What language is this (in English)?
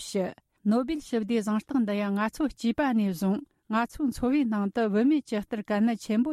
Tibetan